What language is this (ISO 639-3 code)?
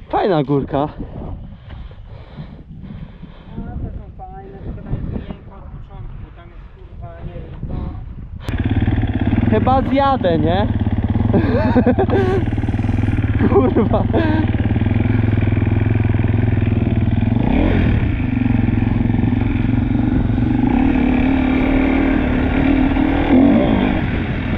pol